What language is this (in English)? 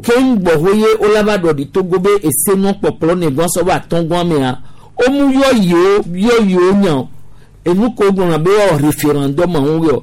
Gen